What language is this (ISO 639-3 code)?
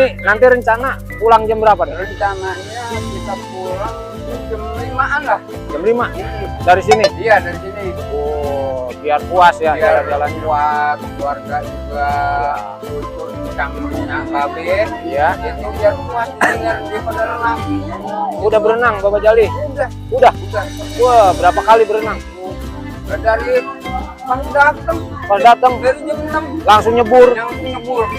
bew